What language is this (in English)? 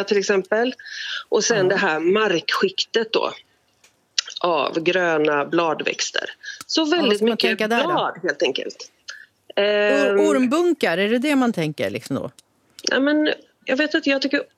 Swedish